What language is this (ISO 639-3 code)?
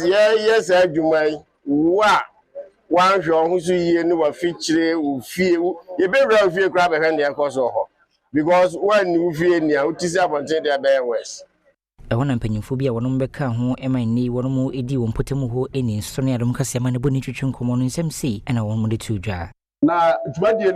aka